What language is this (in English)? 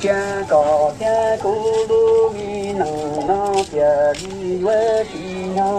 Hmong